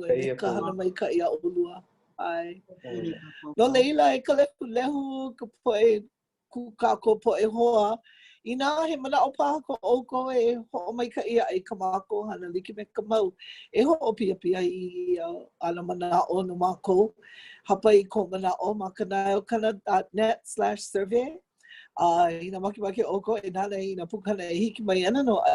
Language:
Hawaiian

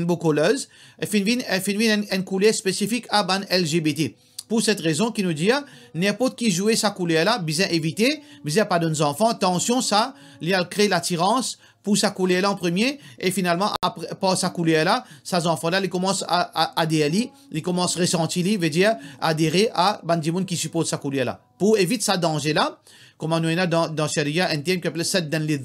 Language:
Morisyen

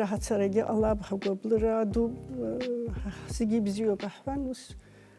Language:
Abkhazian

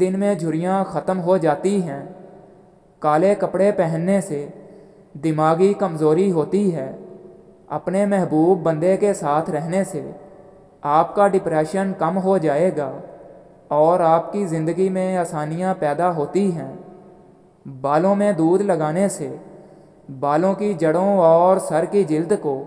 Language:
Urdu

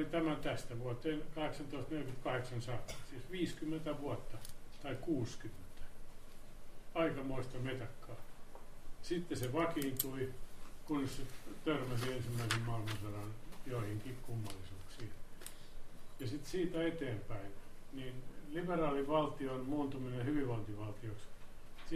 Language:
Finnish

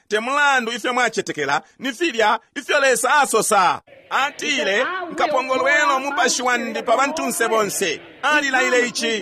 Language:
Bemba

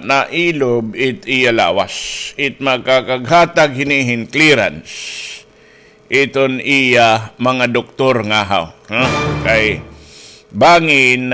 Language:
Waray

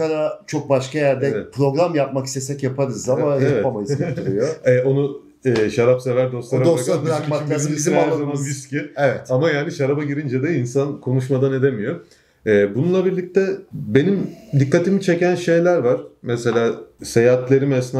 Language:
Turkish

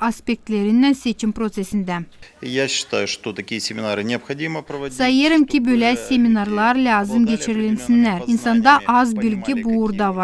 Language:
Gagauz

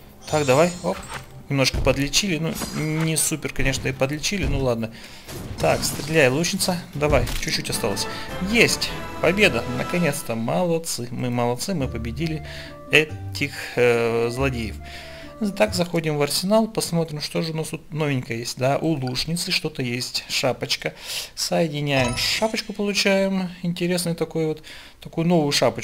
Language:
Russian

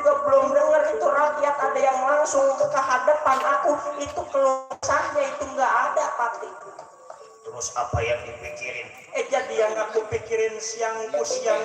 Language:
Betawi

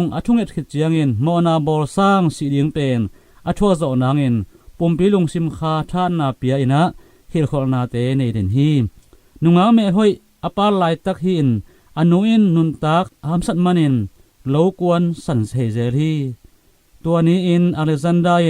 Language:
Tedim Chin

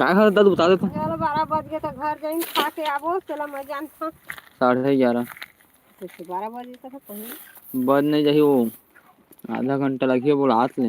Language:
Chhattisgarhi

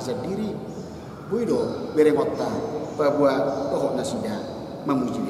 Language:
Batak Toba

